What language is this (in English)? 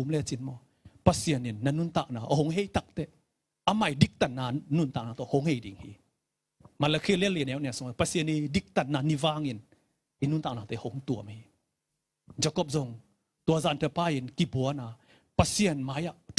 Tedim Chin